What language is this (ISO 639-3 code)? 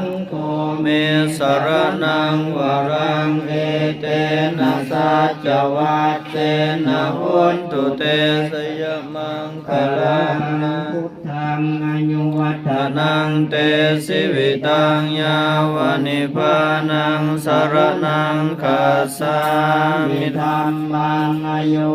pli